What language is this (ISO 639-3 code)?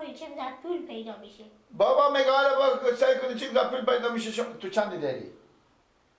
fas